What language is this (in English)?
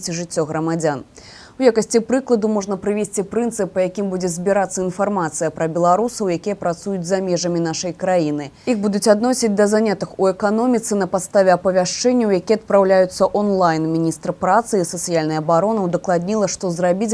Belarusian